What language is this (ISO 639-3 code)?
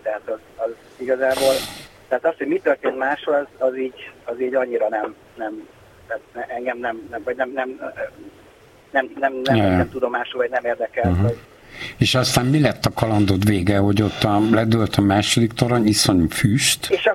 hun